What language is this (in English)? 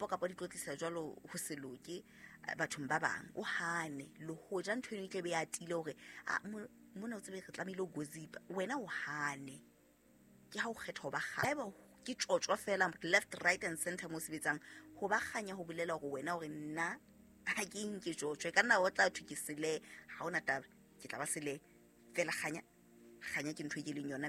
Southern Sotho